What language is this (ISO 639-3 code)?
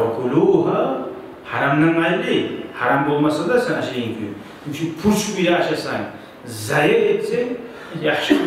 kum